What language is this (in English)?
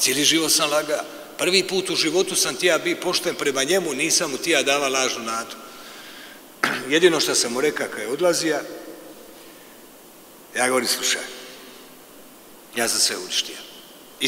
Croatian